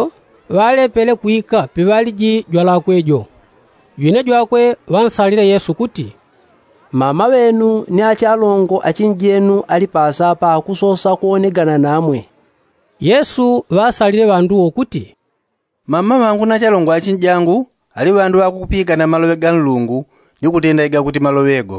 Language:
Yao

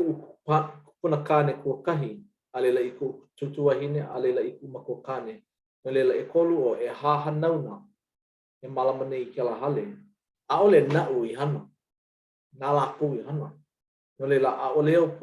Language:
Hawaiian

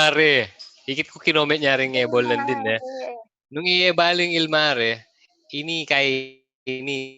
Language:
Pampanga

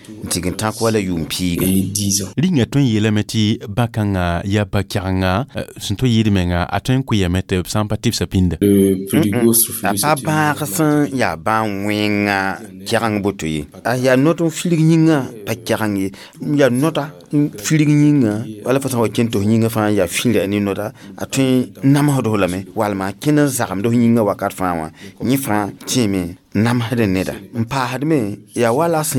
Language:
Mossi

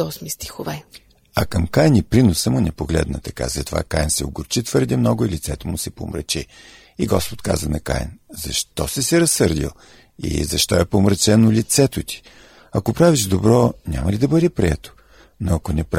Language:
Bulgarian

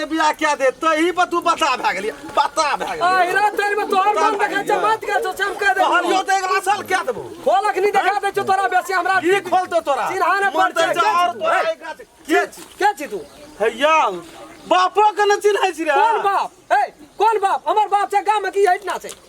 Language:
Maithili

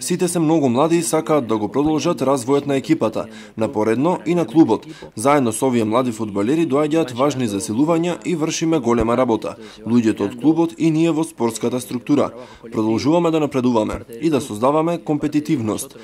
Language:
Macedonian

